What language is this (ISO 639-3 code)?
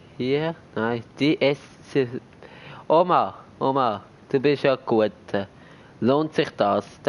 gsw